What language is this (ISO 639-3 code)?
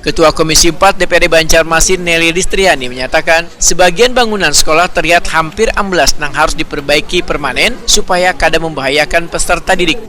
bjn